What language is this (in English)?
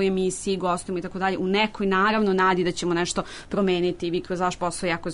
Serbian